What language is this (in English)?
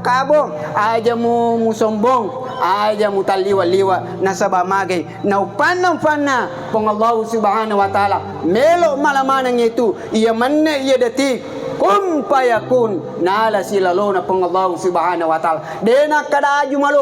Buginese